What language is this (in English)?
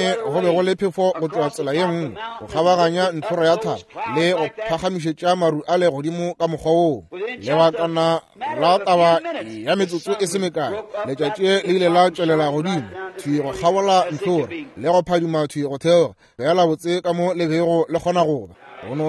Northern Sotho